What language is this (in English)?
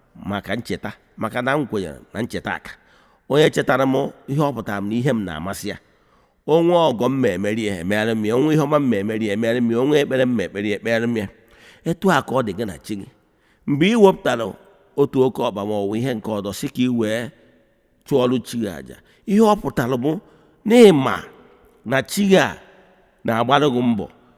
Igbo